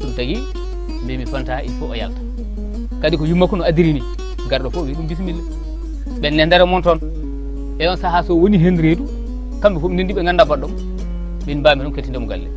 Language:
Fula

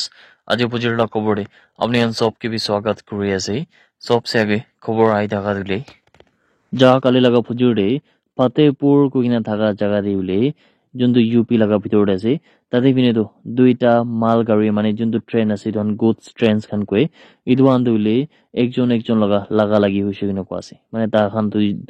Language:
Naga Pidgin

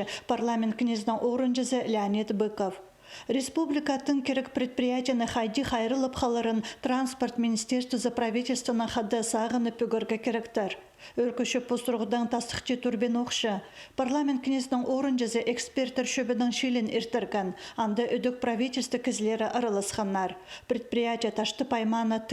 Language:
Khakas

